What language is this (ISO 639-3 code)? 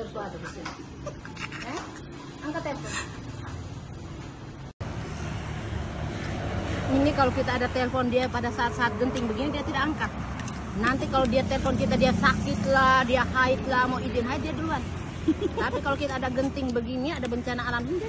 ind